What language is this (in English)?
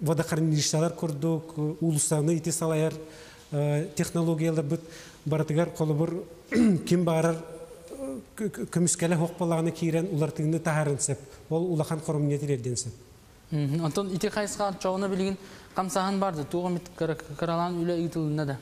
Yakut